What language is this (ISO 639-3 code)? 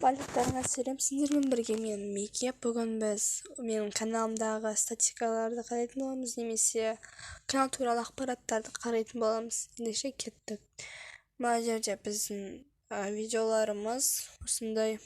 kaz